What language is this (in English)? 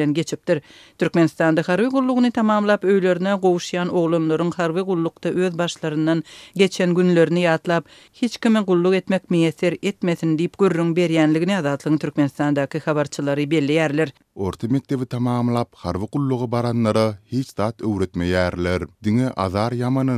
Turkmen